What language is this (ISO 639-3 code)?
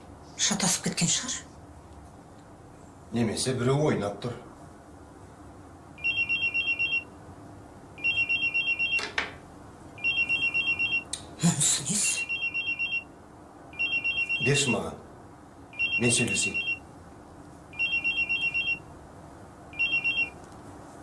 kaz